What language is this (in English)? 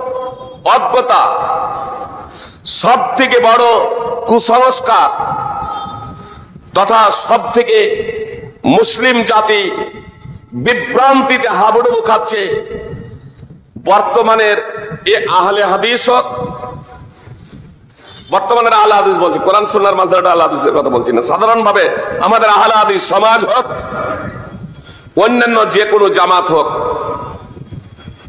Bangla